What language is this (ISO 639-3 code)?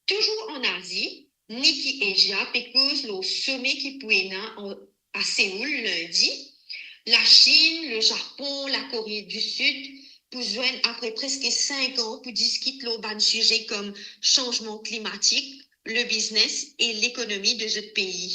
mfe